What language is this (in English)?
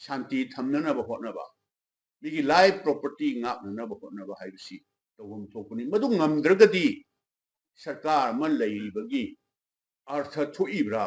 Manipuri